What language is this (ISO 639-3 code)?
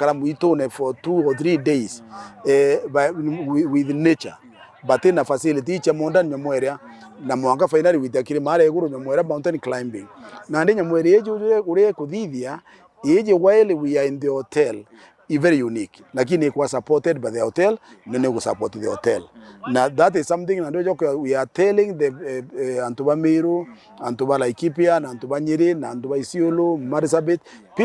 mer